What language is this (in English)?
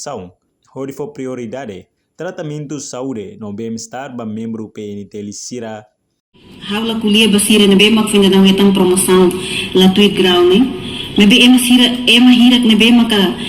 Tetum